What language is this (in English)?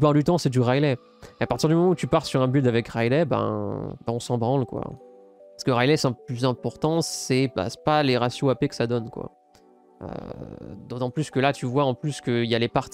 French